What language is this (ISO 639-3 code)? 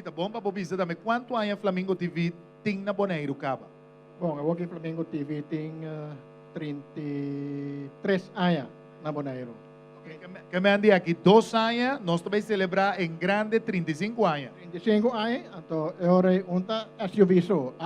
pap